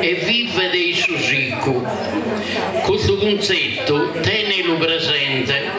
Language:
Sardinian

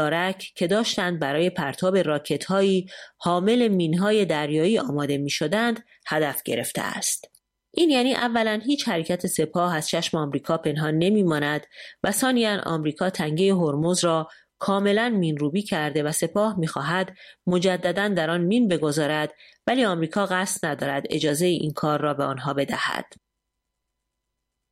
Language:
Persian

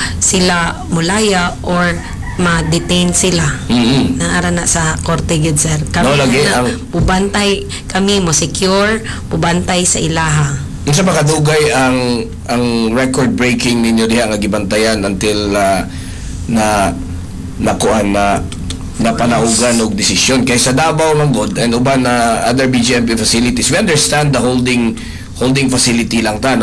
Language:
Cebuano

